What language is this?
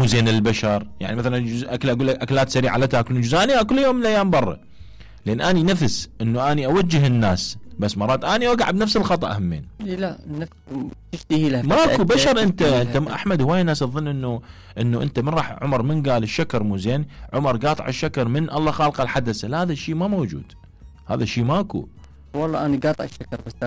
Mesopotamian Arabic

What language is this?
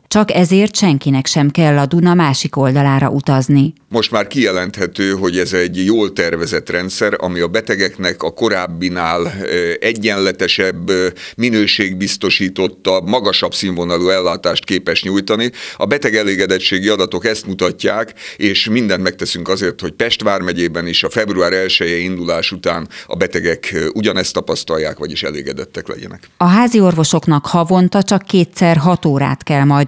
Hungarian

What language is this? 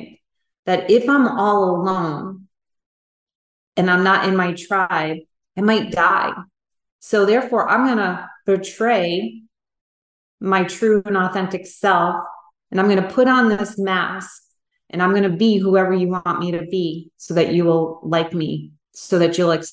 English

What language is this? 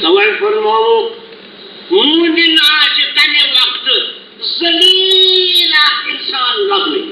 Kashmiri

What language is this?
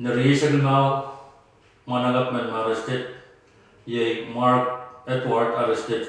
Pohnpeian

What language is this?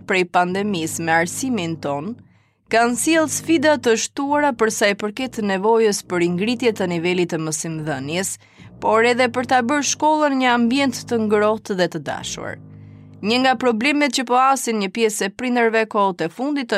Albanian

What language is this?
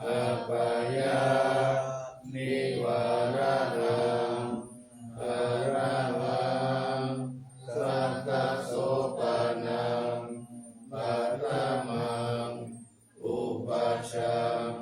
Pali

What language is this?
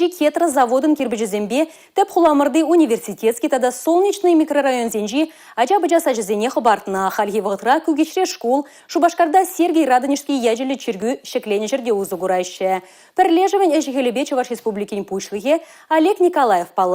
Chuvash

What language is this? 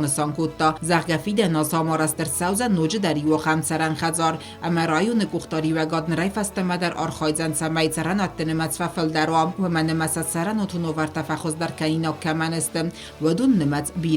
Ossetic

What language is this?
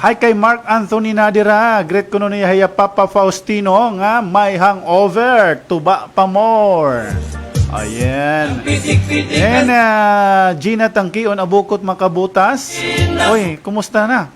Waray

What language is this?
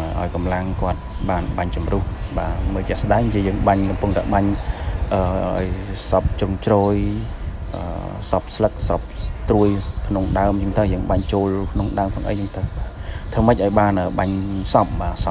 Khmer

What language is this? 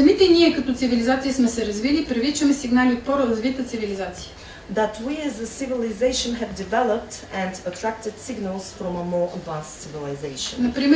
Bulgarian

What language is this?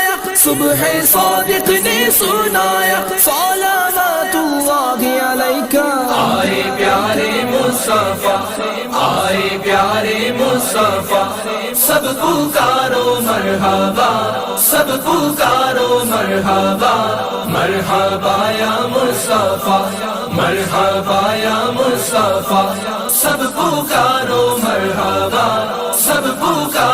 Pahari-Potwari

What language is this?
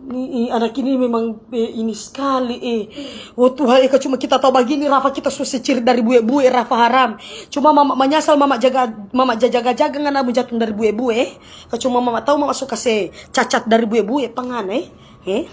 Manado Malay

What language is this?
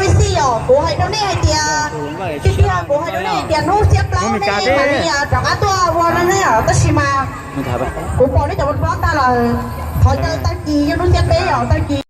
Hmong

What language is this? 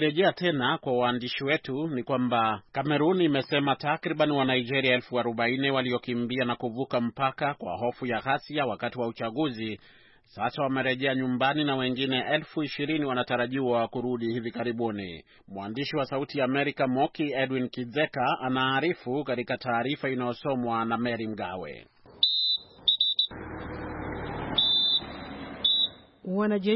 Swahili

